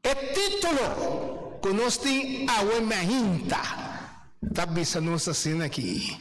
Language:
Papiamento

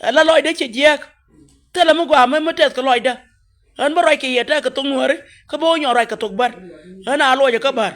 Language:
Nuer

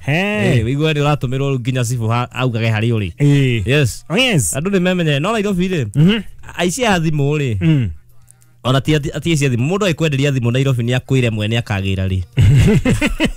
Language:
Kikuyu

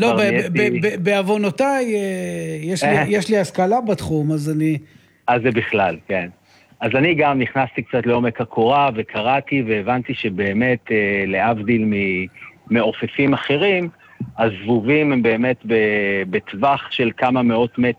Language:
Hebrew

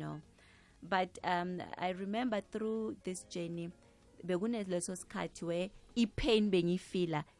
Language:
South Ndebele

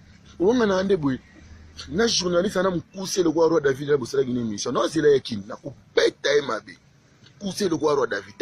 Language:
Lingala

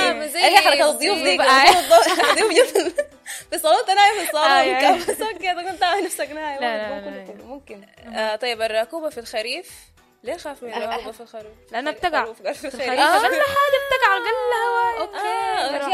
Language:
Sudanese Arabic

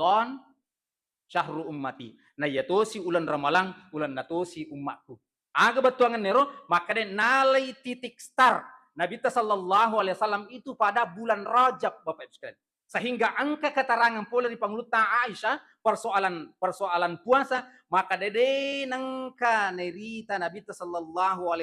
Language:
Buginese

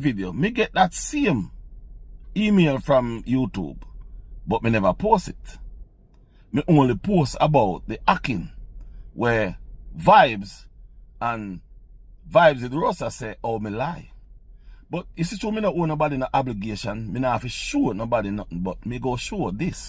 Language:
Jamaican Creole English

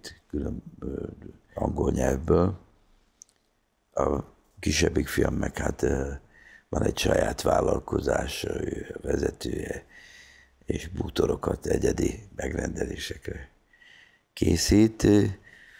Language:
Hungarian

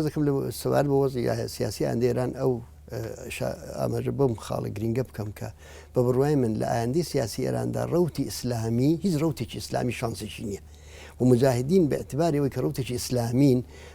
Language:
Central Kurdish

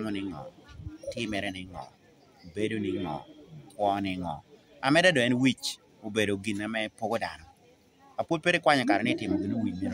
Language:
Lango (Uganda)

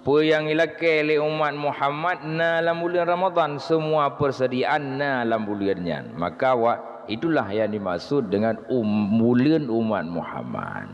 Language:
Achinese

